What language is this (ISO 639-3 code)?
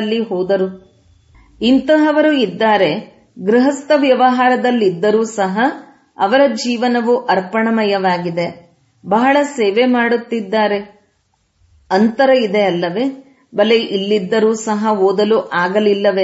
kan